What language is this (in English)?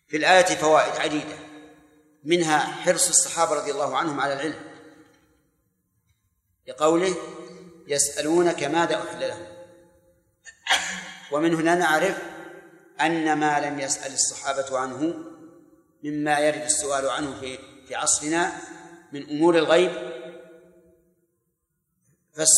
Arabic